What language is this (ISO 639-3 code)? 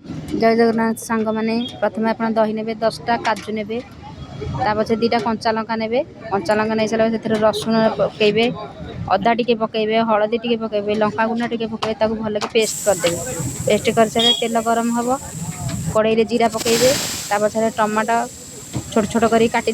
ori